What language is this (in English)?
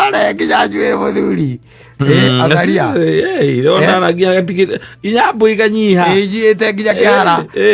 Kikuyu